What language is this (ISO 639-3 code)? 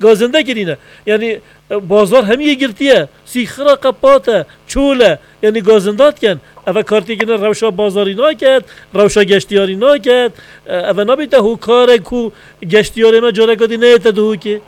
kur